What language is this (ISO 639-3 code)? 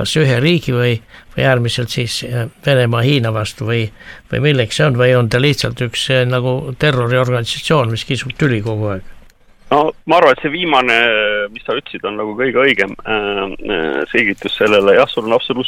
est